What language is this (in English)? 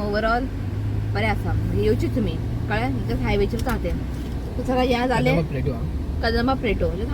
Konkani